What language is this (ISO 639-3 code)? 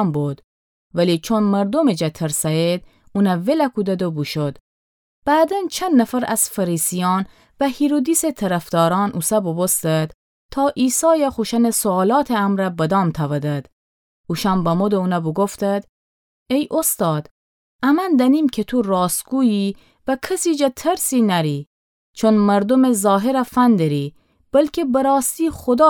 glk